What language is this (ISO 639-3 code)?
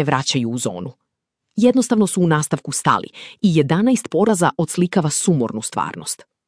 srp